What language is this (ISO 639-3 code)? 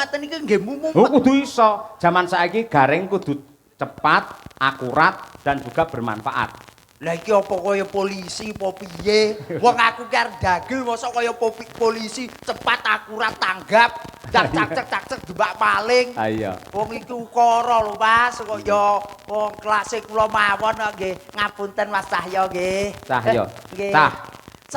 jav